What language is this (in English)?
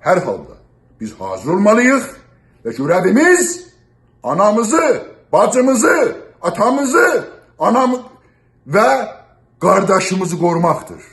South Azerbaijani